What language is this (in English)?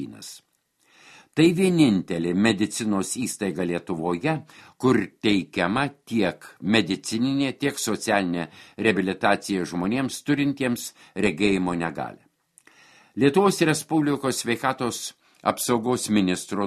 Lithuanian